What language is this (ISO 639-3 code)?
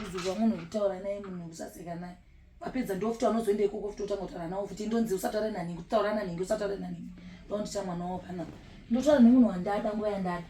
sna